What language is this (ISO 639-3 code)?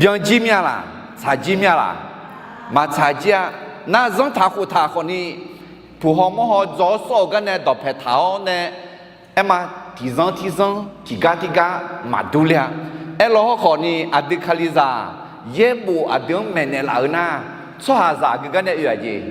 ahk